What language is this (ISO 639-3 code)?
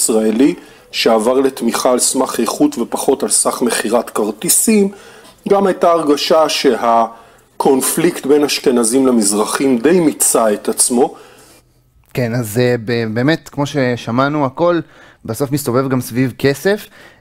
heb